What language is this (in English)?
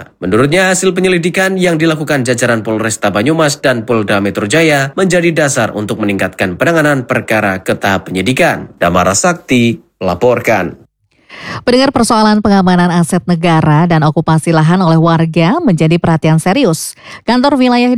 Indonesian